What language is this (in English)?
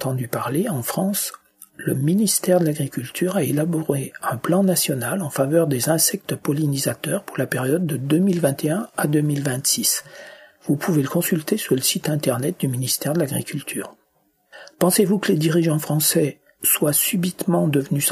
French